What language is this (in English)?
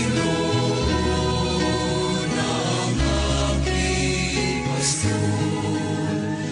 Pampanga